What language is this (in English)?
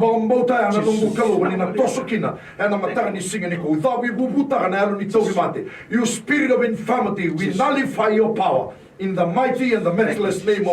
Fijian